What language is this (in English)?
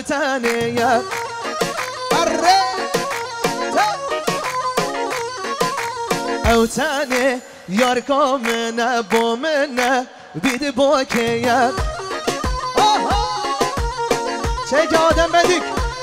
Kurdish